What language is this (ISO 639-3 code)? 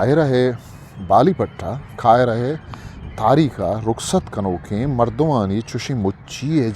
bgp